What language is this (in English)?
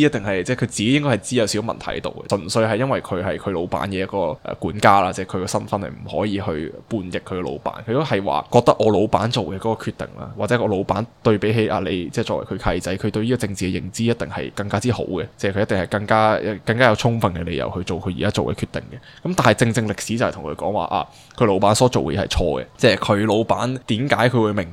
Cantonese